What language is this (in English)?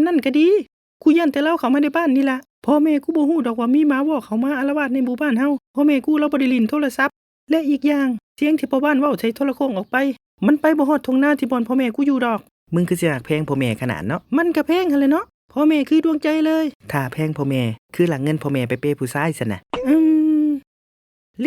Lao